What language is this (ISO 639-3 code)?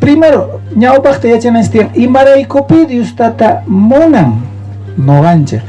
quh